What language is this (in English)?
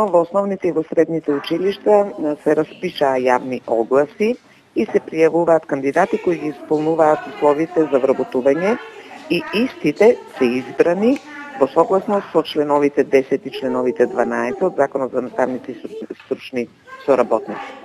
Macedonian